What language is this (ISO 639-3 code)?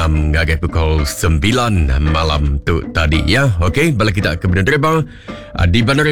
iba